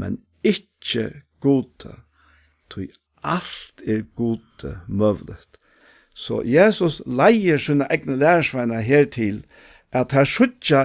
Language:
Faroese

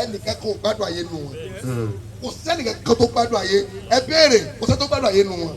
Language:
Yoruba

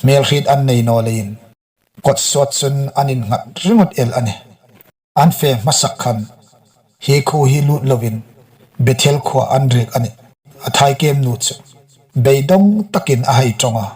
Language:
Hmar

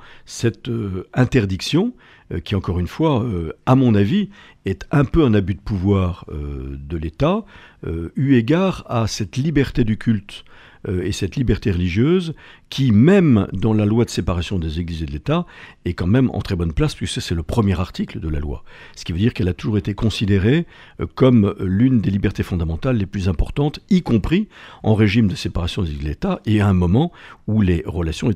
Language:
French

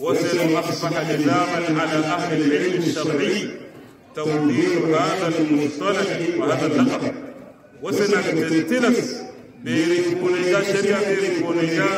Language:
Hausa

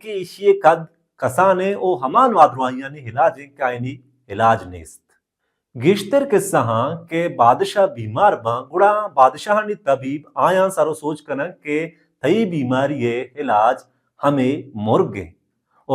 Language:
Baluchi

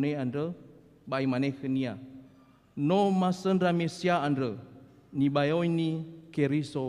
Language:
Nias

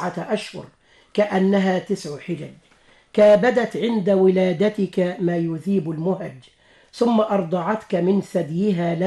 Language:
Arabic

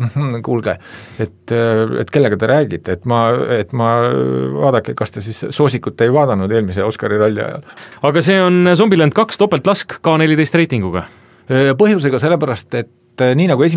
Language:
Estonian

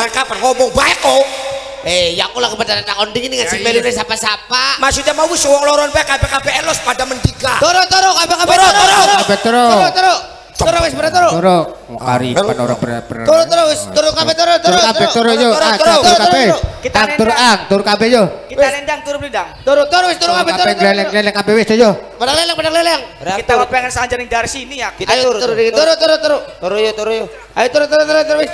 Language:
Javanese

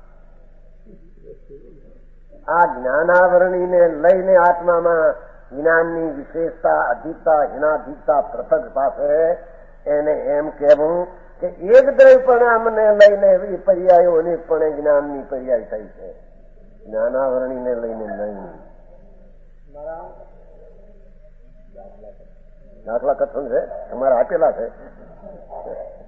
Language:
Gujarati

